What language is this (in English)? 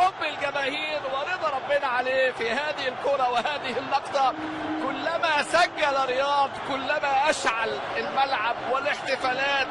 Arabic